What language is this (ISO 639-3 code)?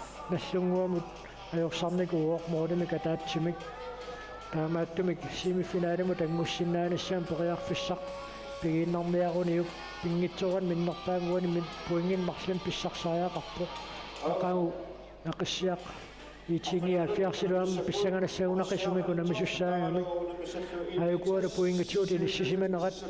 kal